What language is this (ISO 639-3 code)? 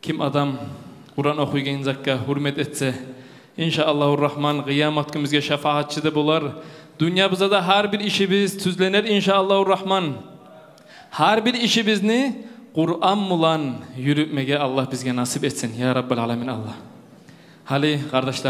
kum